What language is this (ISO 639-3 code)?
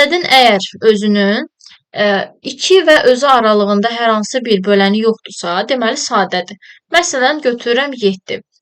aze